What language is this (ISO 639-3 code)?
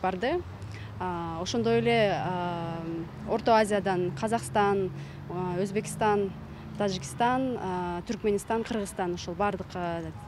kir